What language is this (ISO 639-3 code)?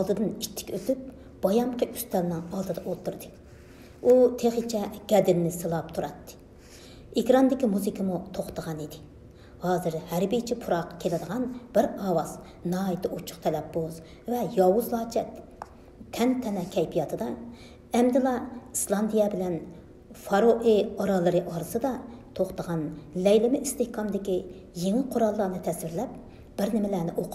uig